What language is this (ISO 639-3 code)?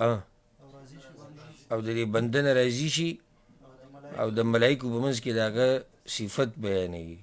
pus